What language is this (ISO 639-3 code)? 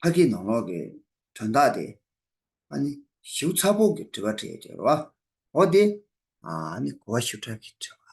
bod